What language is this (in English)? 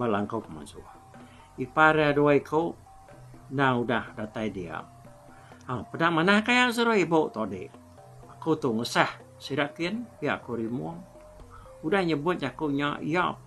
Iban